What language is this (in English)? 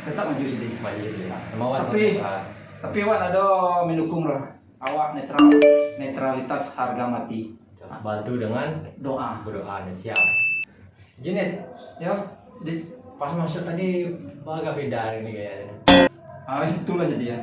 Minangkabau